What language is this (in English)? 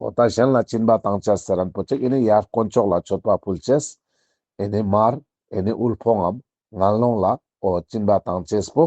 Ladakhi